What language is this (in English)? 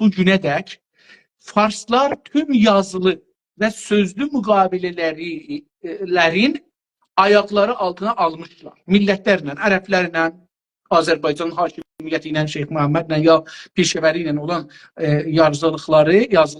South Azerbaijani